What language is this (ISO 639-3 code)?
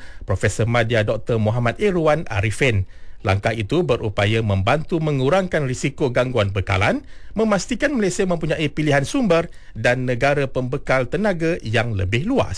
msa